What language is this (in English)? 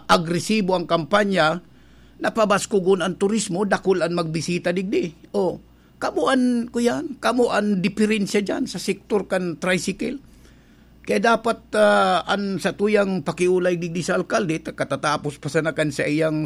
Bikol